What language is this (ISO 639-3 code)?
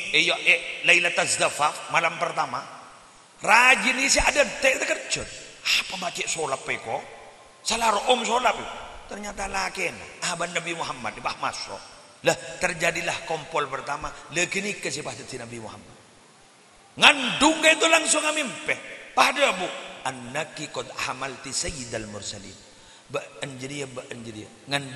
mad